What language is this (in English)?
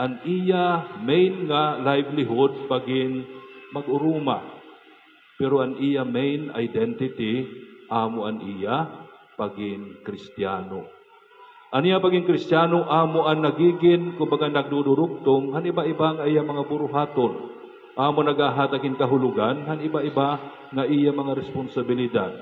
Waray